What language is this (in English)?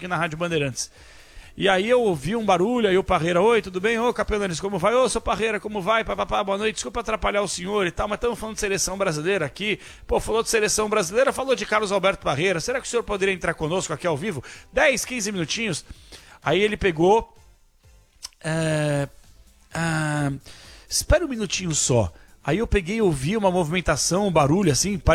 Portuguese